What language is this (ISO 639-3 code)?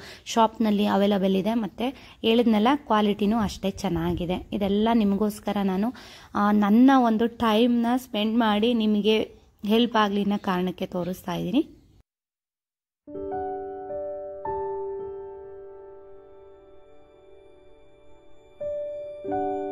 kan